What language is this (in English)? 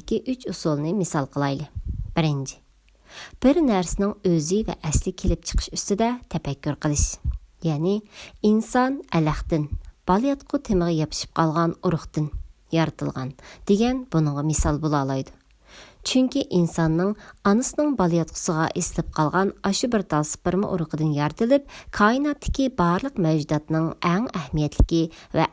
Uyghur